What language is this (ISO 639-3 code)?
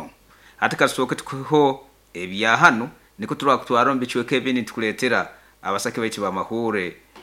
nyo